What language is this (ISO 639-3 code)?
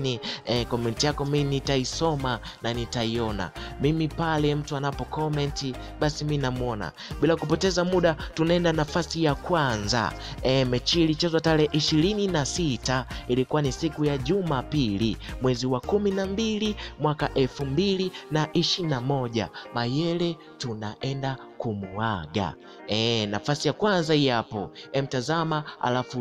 swa